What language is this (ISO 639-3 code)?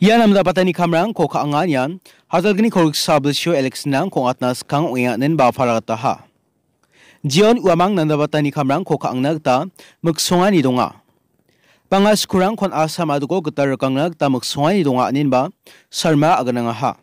grt